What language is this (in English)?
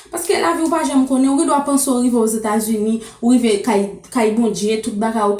Haitian Creole